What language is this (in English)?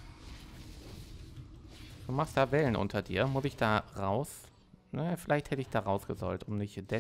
German